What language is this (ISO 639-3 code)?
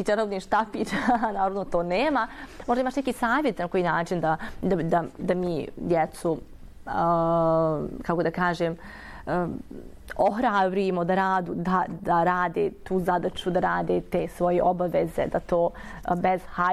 bos